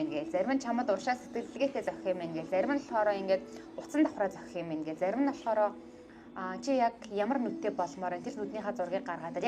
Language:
Mongolian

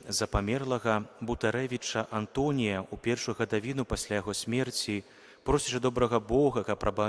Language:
Belarusian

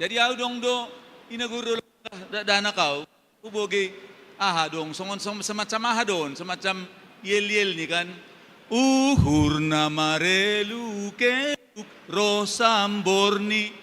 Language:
Batak Simalungun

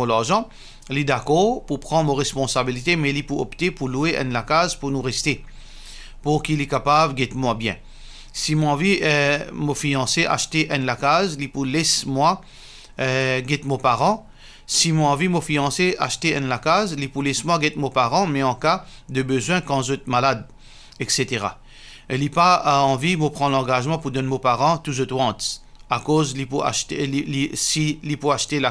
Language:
Morisyen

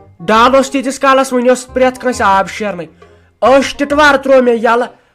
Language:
Kashmiri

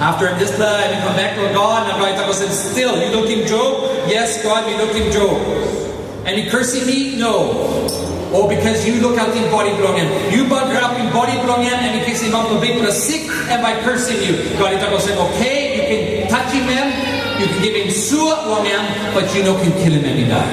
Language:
Tok Pisin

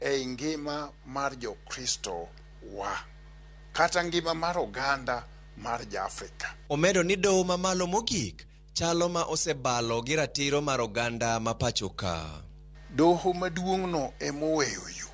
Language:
Luo (Kenya and Tanzania)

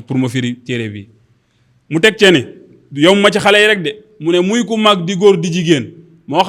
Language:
Wolof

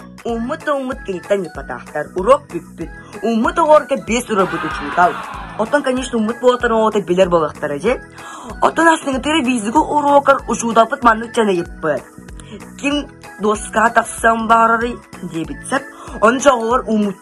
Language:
Yakut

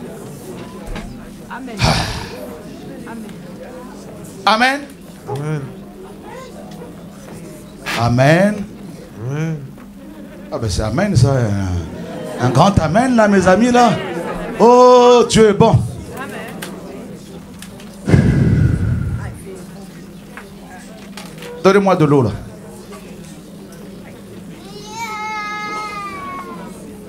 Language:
French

